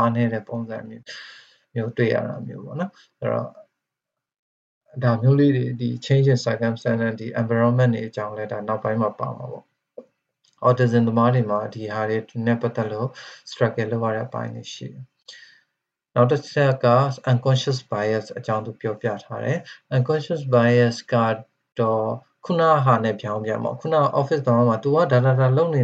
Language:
Burmese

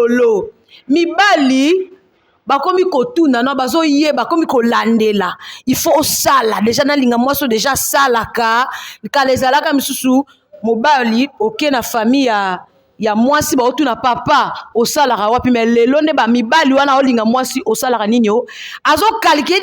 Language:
Lingala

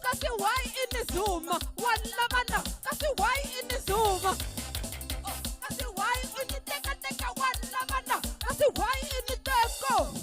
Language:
Venda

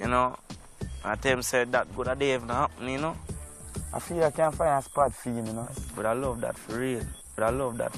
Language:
Jamaican Creole English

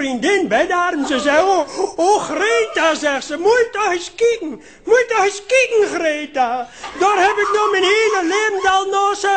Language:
Limburgish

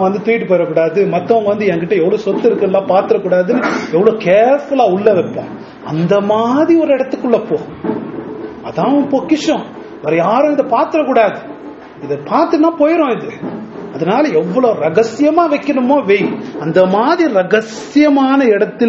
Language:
Tamil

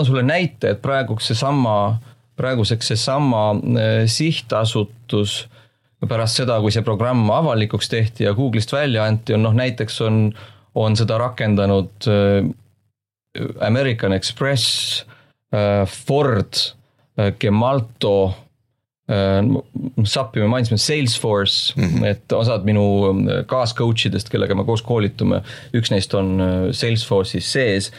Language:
Estonian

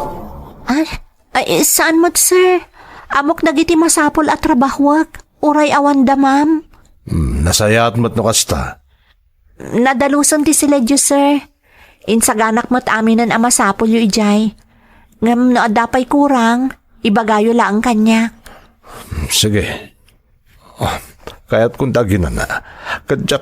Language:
Iloko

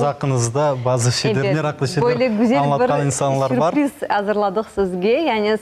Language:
Crimean Tatar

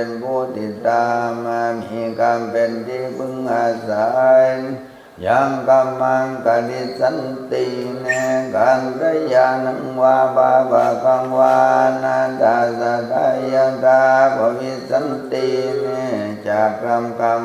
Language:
Pali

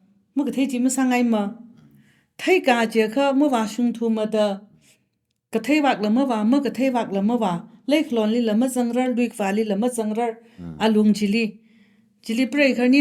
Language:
Tangkhul Naga (India)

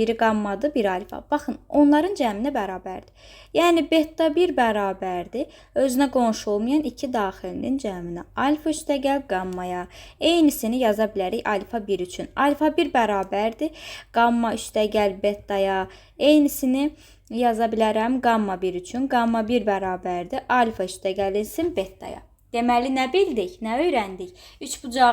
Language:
Azerbaijani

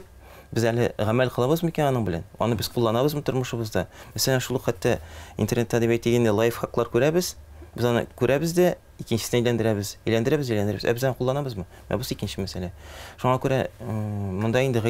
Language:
Tatar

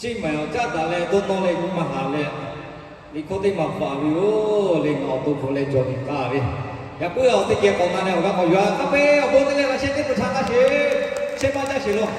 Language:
Lahu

